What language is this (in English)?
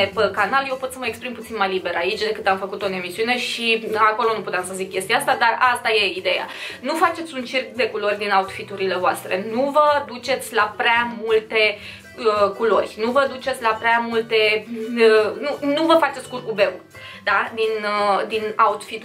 Romanian